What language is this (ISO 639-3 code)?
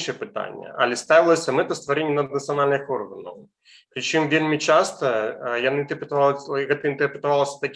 bel